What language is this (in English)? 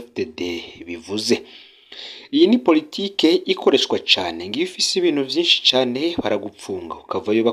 Rundi